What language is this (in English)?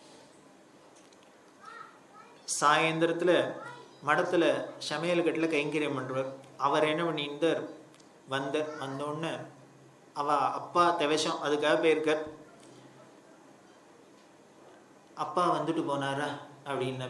Tamil